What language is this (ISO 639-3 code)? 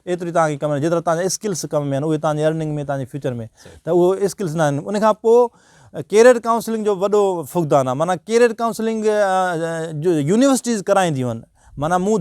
snd